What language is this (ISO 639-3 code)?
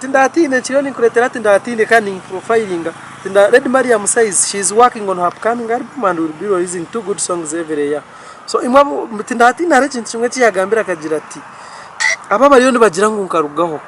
nyn